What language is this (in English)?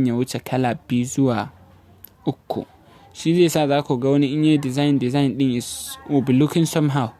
Hausa